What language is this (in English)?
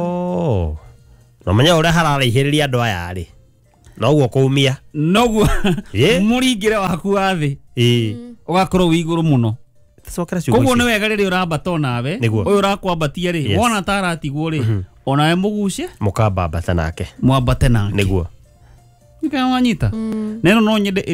Kikuyu